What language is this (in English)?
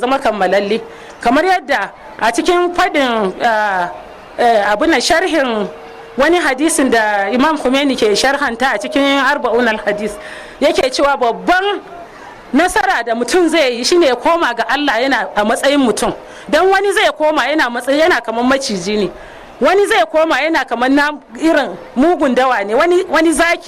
Hausa